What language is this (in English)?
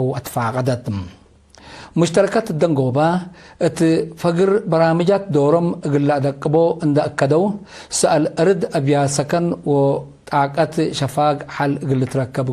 Tigre